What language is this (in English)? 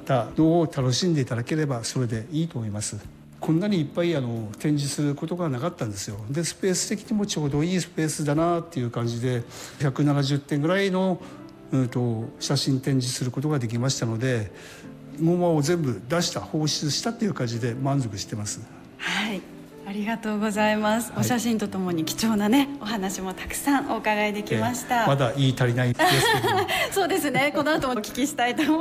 Japanese